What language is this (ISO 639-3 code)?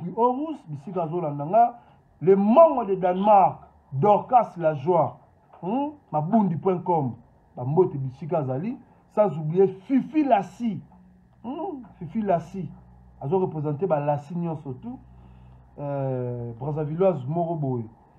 lin